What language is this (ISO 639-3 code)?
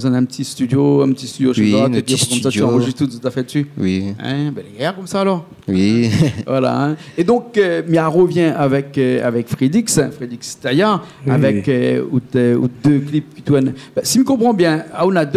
rcf